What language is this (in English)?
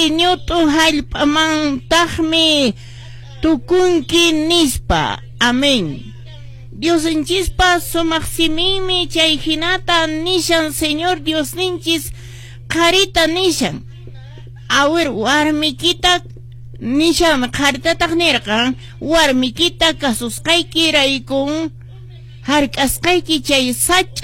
Quechua